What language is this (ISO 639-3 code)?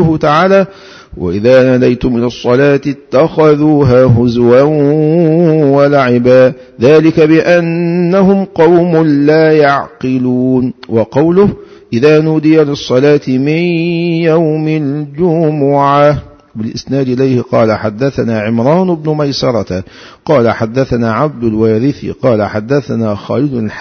ara